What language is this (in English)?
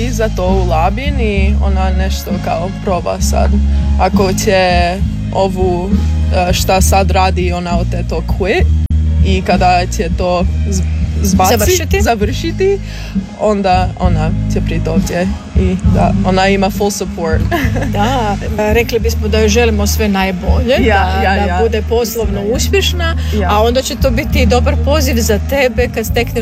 Croatian